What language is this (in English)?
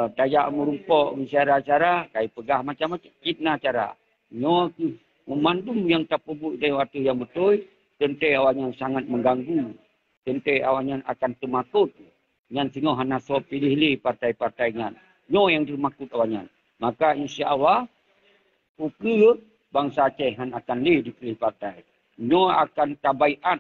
Achinese